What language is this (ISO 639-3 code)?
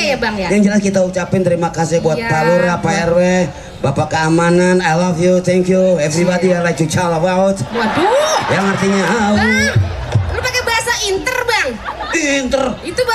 bew